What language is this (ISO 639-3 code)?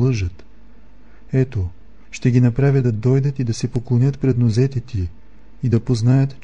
bul